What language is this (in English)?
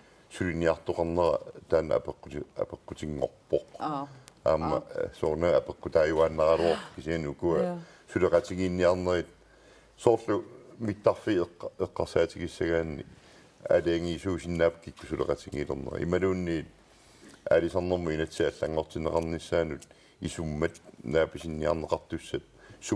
Kalaallisut